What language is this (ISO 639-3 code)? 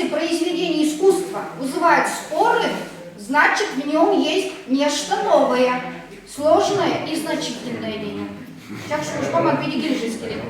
chv